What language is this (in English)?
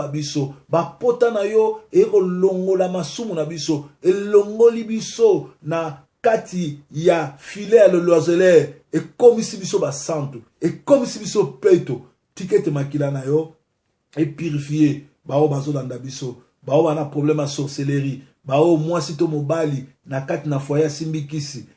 Lingala